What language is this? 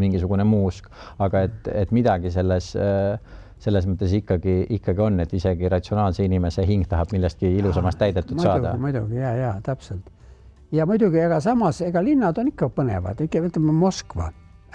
Estonian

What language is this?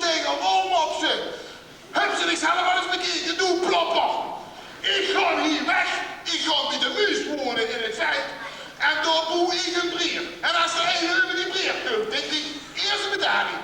Limburgish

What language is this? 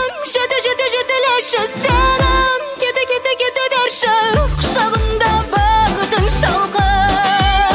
Kazakh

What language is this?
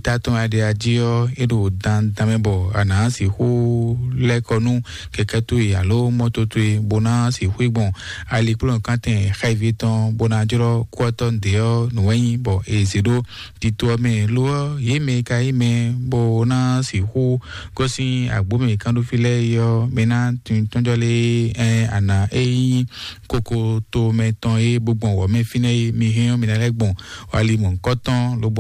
Fon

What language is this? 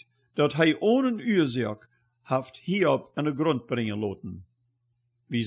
Plautdietsch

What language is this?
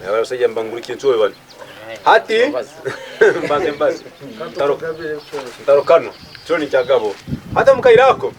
Tooro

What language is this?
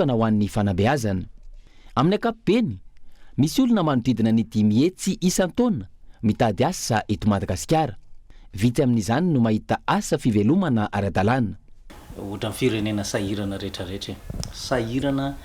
Malagasy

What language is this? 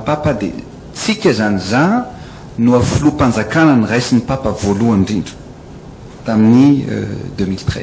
Malagasy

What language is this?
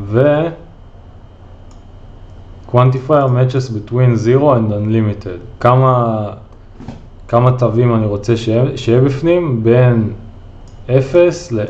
Hebrew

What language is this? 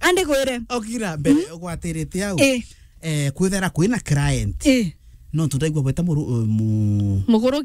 Meru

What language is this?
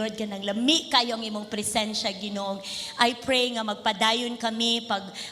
Cebuano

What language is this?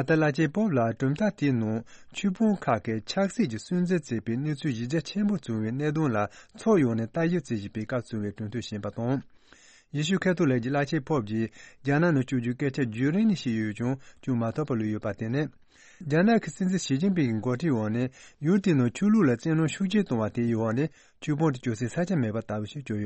Tibetan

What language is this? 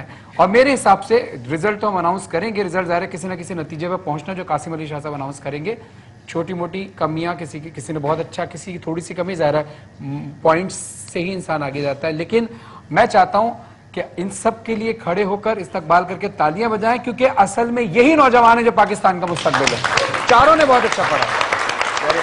Urdu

